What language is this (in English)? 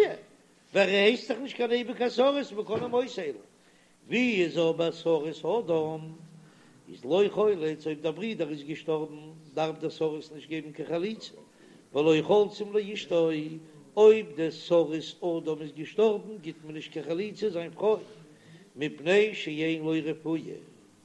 Yiddish